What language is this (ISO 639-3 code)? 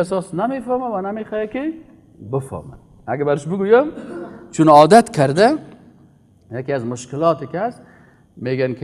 fas